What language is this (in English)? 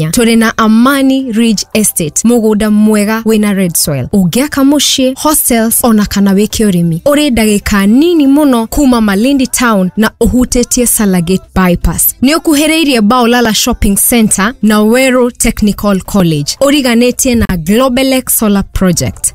Kikuyu